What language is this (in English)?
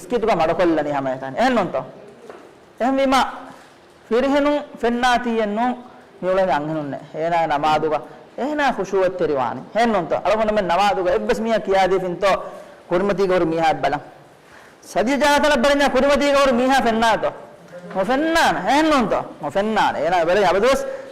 Divehi